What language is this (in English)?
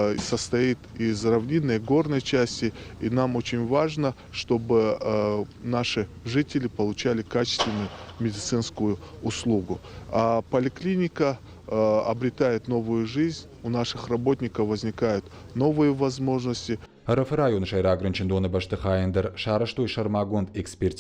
Ossetic